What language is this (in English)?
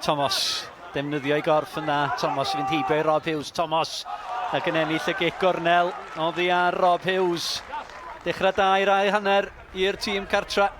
Welsh